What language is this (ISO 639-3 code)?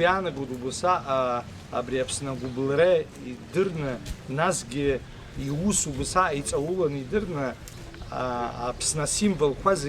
abk